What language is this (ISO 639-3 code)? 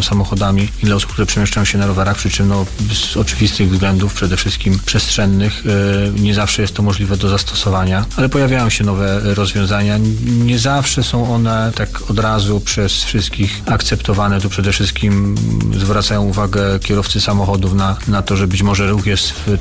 pol